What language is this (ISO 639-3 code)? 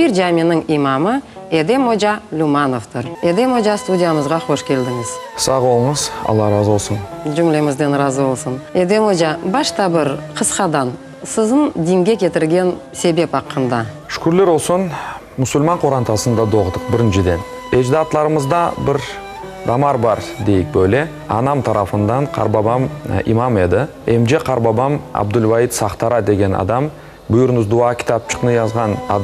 crh